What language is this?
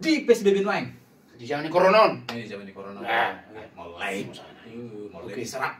Batak Toba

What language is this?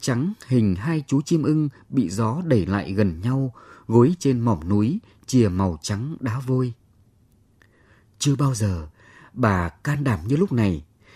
Vietnamese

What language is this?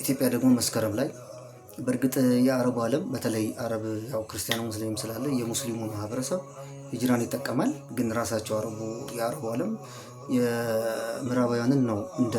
Amharic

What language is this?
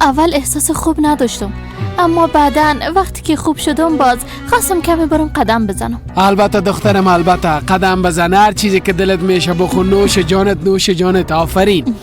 Persian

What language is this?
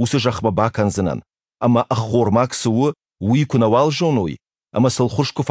Ossetic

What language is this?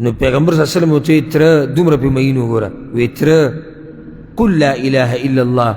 Pashto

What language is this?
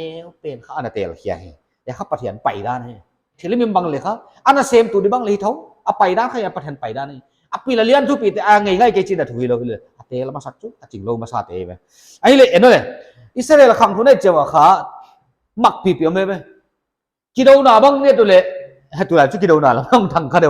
Paite Chin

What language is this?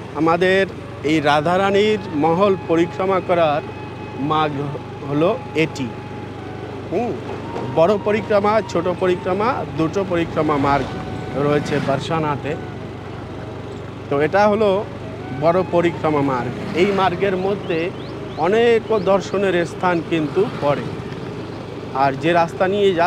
Bangla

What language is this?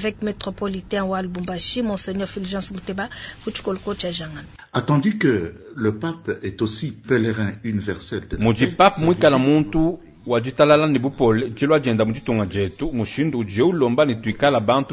Luba-Lulua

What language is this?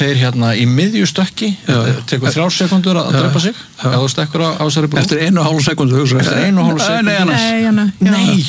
Icelandic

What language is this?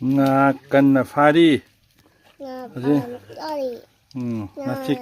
Manipuri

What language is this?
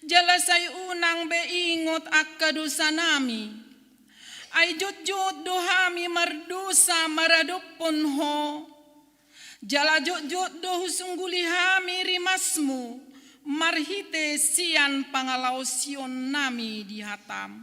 Batak Toba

